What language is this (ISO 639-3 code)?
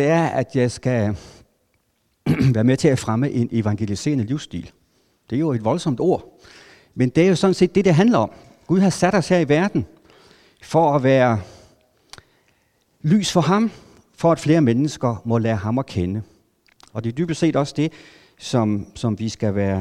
dan